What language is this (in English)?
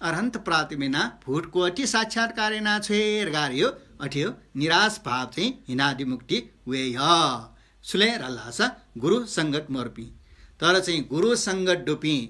Newari